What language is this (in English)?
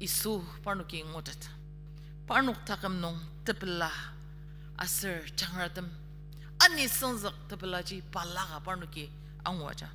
Ao Naga